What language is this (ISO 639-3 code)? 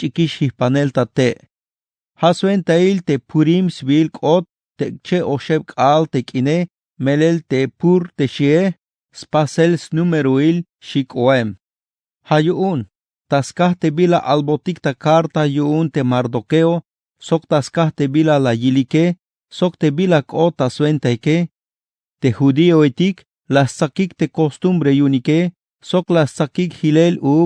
tzh